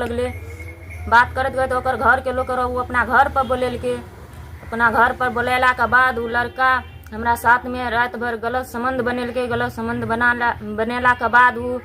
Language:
Maithili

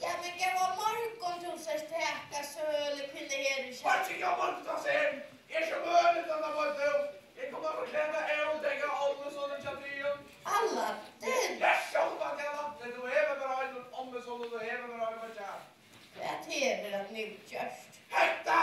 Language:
Faroese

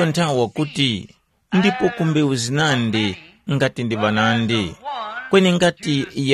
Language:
Tumbuka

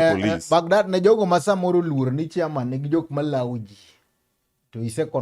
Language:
Luo (Kenya and Tanzania)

